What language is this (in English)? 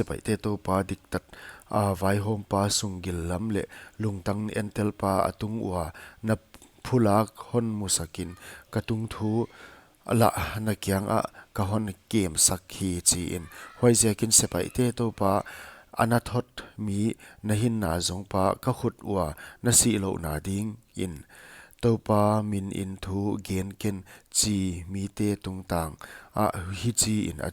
Paite Chin